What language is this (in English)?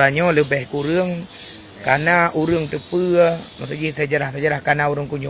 Achinese